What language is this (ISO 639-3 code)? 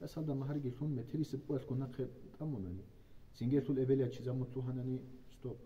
ava